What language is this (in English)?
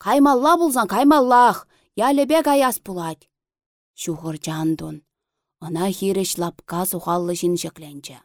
Chuvash